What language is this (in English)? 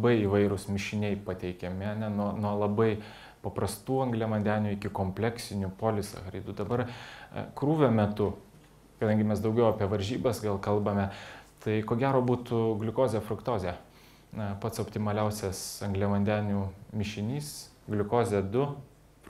Lithuanian